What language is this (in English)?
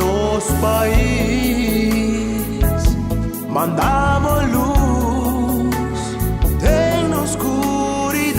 Papiamento